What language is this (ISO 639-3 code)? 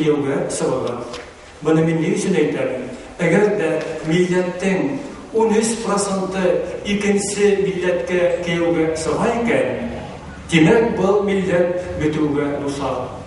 bak